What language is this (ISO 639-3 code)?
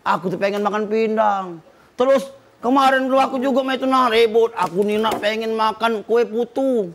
mui